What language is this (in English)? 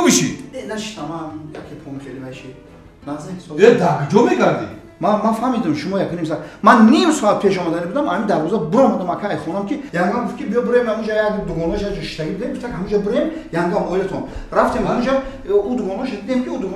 Tajik